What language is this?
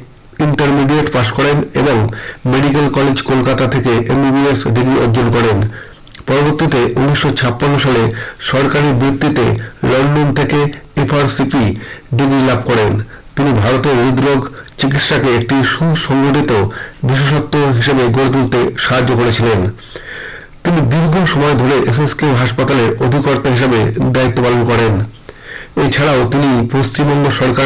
Bangla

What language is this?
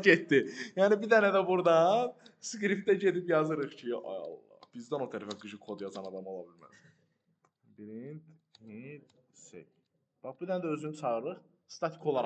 Azerbaijani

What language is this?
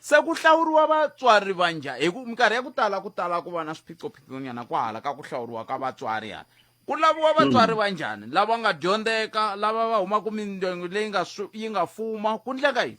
Tsonga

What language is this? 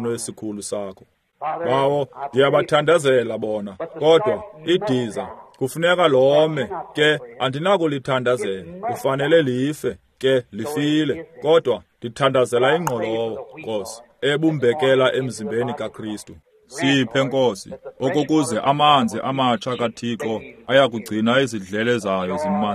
Xhosa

